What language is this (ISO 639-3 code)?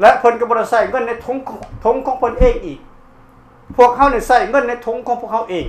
lao